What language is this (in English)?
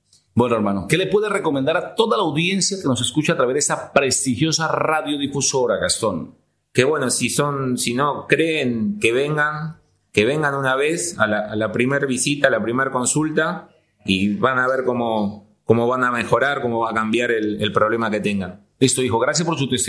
Spanish